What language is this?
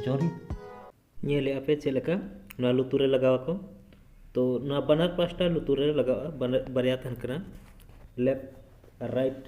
Santali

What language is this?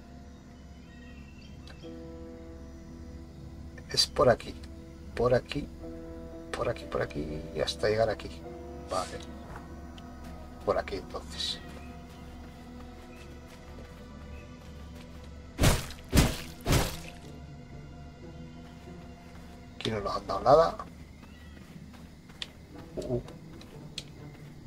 Spanish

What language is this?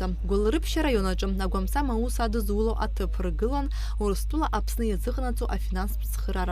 Abkhazian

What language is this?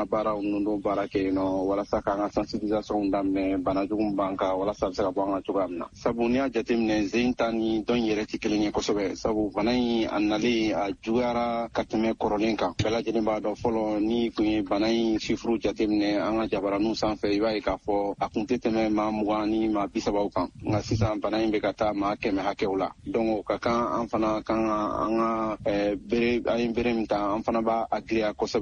Bambara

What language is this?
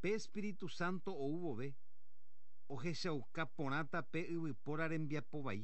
Guarani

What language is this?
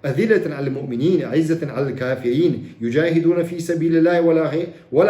Chechen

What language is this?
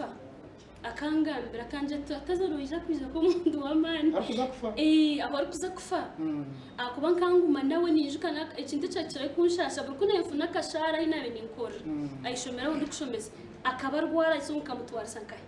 Nyankole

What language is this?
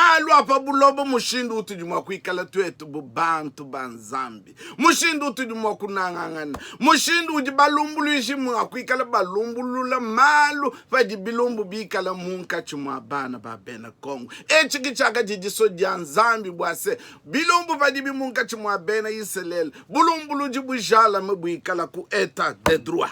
Luba-Lulua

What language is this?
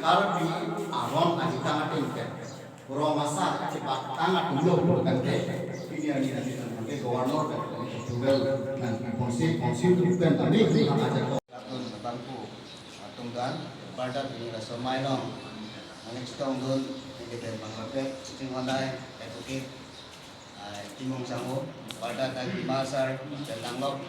Karbi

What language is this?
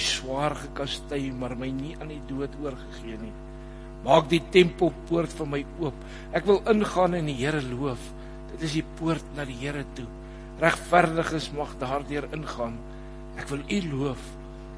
Afrikaans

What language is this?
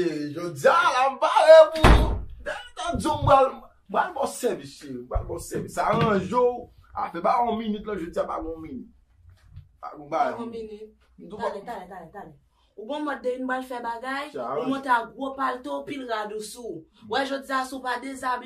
Haitian Creole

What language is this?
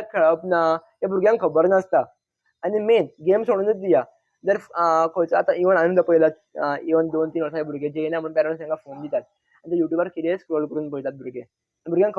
Konkani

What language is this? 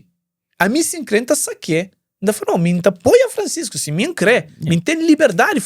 Kabuverdianu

